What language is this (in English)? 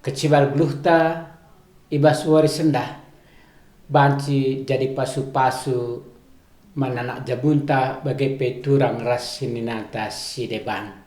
Batak Karo